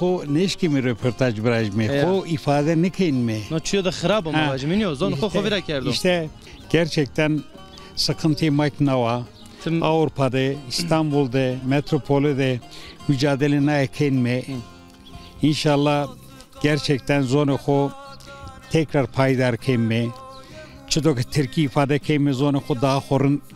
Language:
Zaza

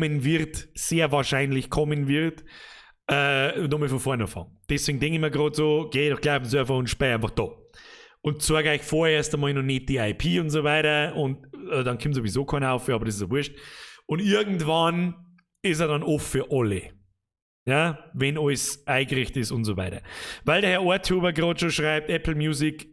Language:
Bavarian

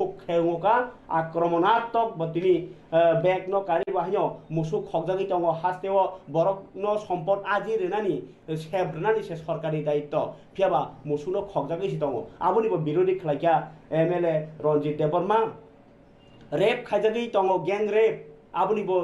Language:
Kok Borok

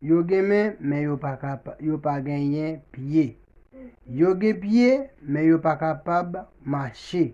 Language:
Haitian Creole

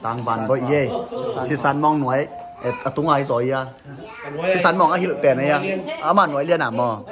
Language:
Tedim Chin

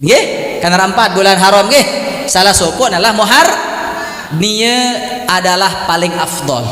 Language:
Sasak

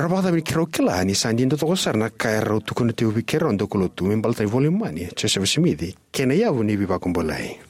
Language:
Fijian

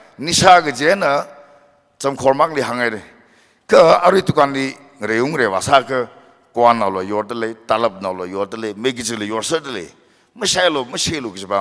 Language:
Tangkhul Naga (India)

